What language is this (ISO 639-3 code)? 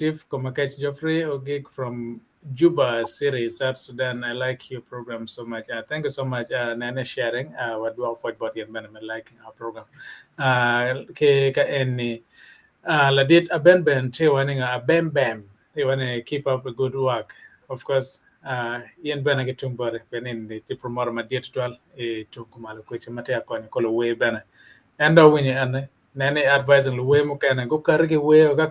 ach